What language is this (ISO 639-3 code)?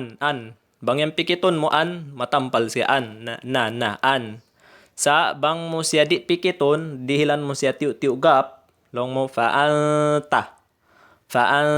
tsg